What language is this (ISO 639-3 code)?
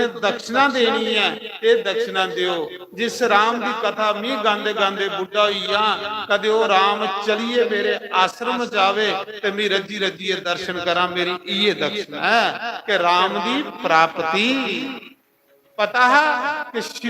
doi